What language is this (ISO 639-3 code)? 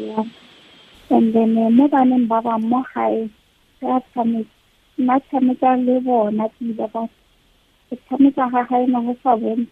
tsn